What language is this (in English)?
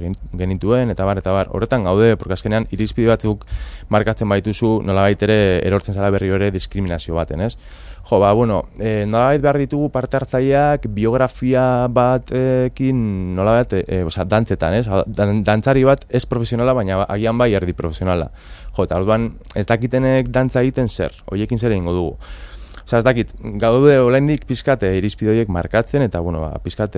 Basque